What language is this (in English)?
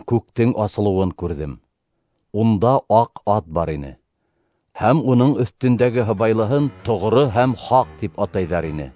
Bashkir